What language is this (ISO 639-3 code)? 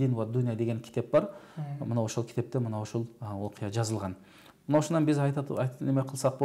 kir